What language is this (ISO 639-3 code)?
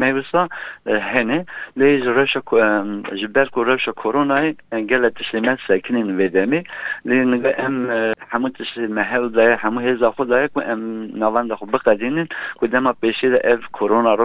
kur